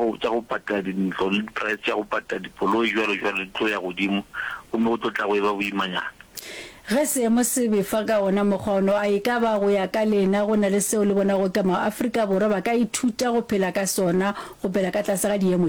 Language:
Northern Sotho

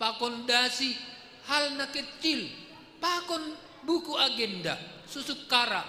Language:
Batak Simalungun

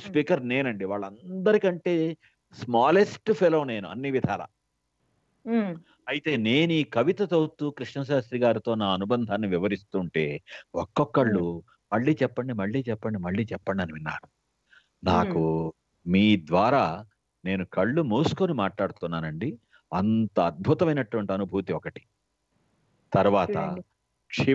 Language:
Telugu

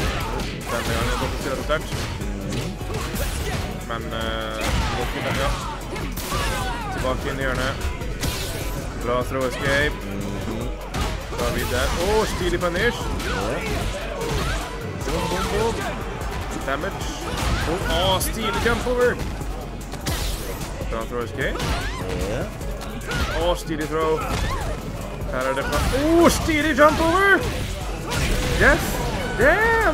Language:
Norwegian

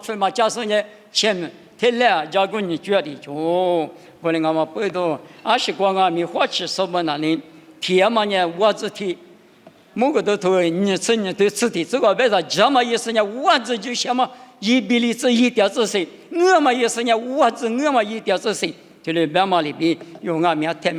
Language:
Lisu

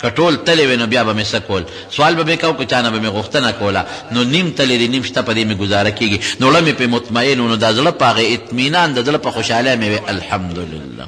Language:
Pashto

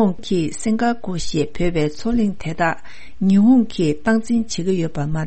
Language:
Tibetan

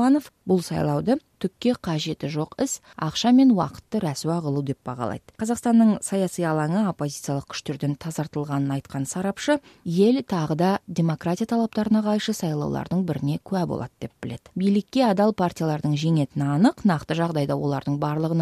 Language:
Kazakh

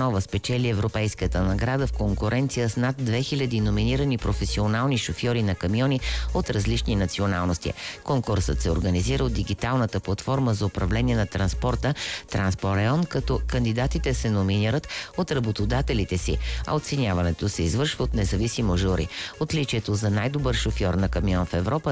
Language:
Bulgarian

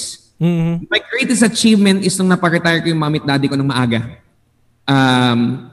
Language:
Filipino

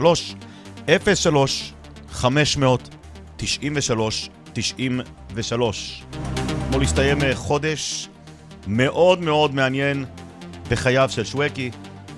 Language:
Hebrew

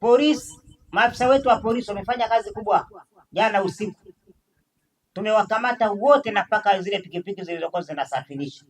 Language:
Swahili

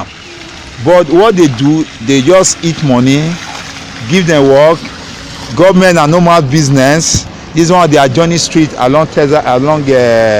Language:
Nigerian Pidgin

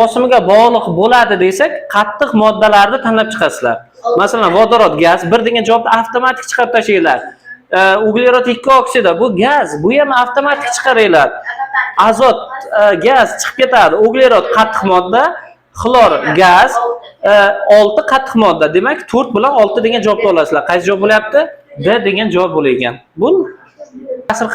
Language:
Uzbek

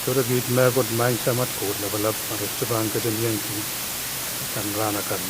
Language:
Pohnpeian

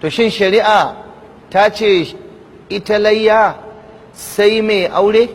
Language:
Hausa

